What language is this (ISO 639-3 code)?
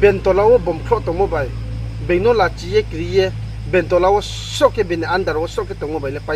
ria